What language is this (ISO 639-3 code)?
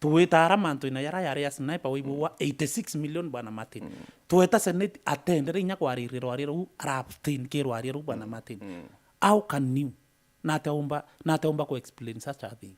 mer